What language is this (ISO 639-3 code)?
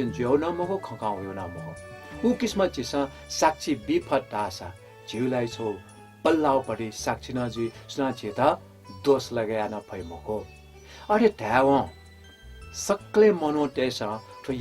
new